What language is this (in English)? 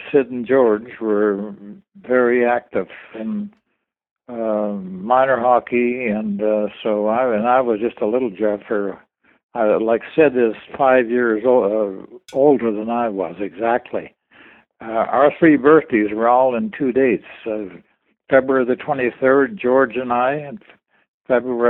English